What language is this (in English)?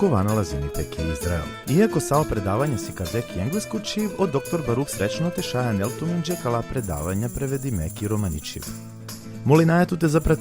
Balkan Romani